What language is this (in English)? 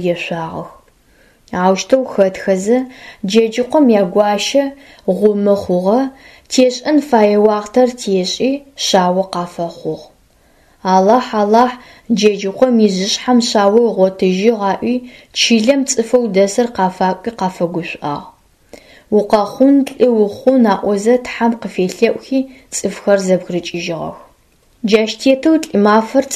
Adyghe